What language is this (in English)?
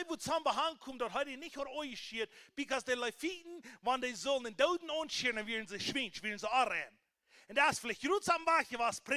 Plautdietsch